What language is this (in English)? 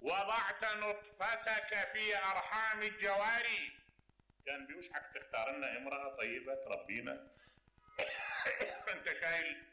Mesopotamian Arabic